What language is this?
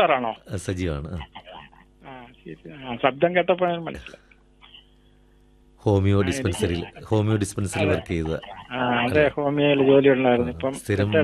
Malayalam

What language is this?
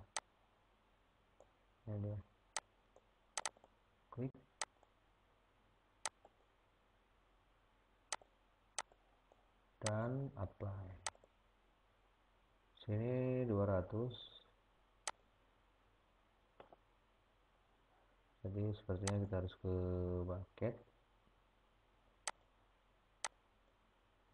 Indonesian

